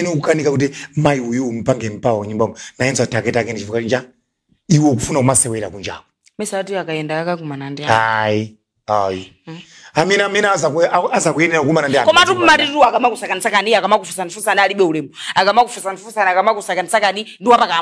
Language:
Nyanja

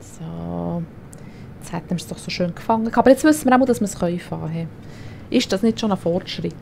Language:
Swiss German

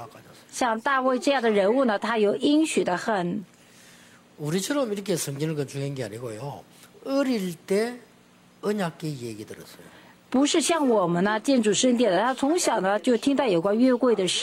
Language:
Korean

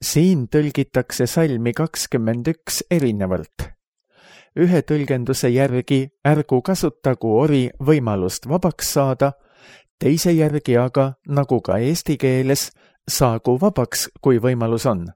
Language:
Estonian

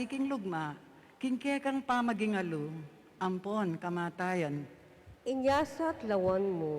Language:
Pampanga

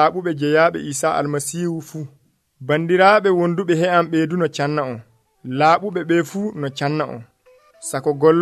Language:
Nigerian Fulfulde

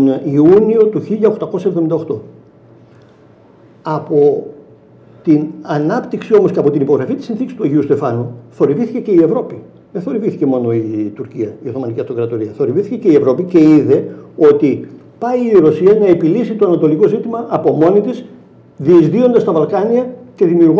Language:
Greek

